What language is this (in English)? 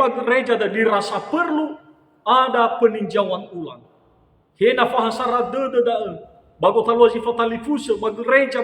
Nias